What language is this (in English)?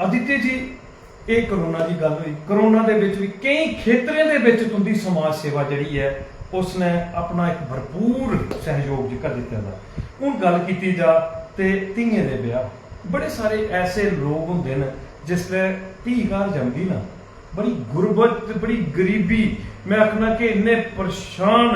Dogri